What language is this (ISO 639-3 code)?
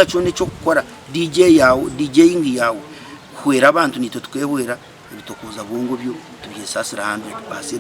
nyn